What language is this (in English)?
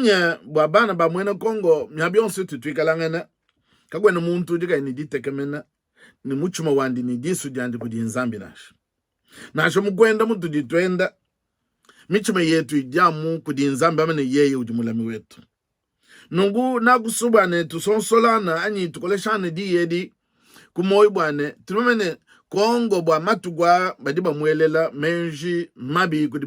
Luba-Lulua